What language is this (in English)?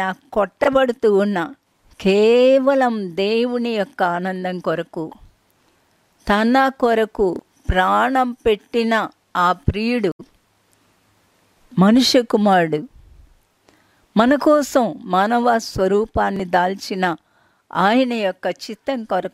Telugu